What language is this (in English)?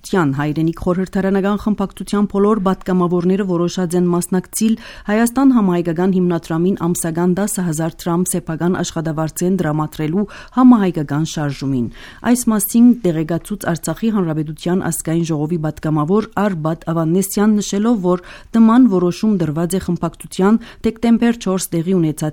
Armenian